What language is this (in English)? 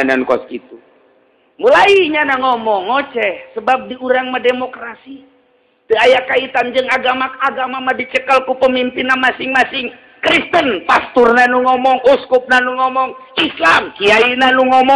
Sundanese